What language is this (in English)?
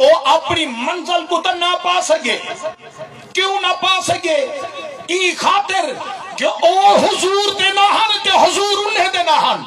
Saraiki